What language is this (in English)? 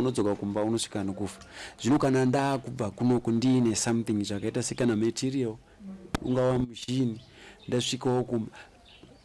Shona